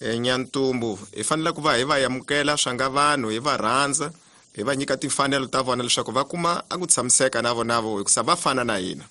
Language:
Tsonga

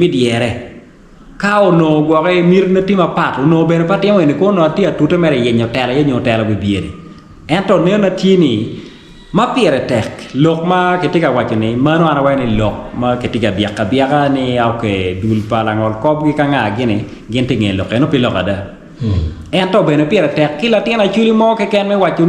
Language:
Acoli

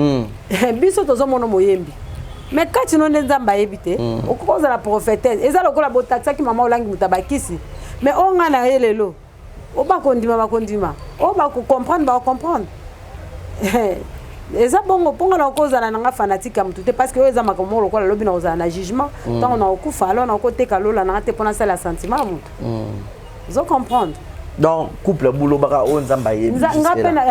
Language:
Lingala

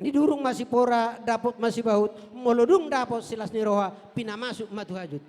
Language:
Batak Toba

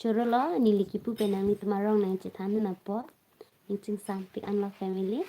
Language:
Karbi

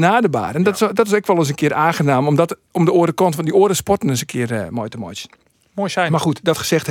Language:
Western Frisian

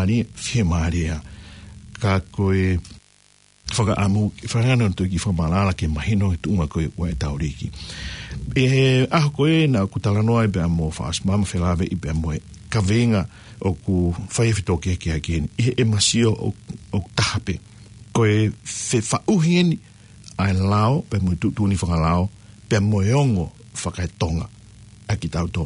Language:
Tongan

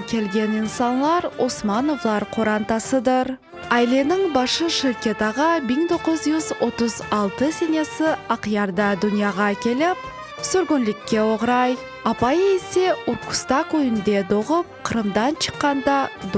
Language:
Crimean Tatar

